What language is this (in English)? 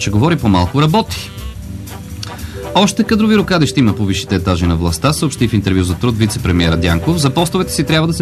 Bulgarian